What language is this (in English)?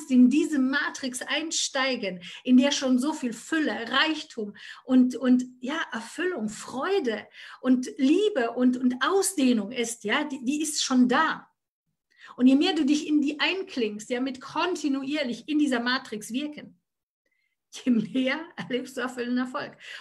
German